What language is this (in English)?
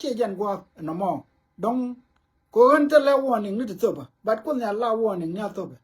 Nuer